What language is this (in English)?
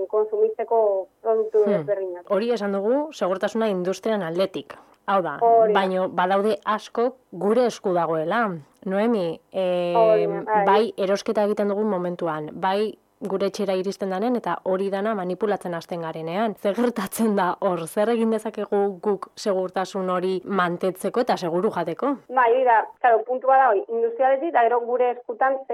Basque